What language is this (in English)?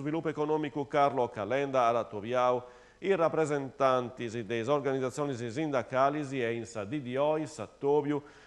Sardinian